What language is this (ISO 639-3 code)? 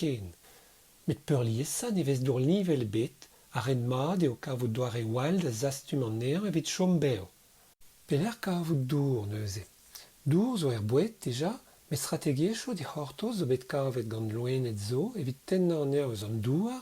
bre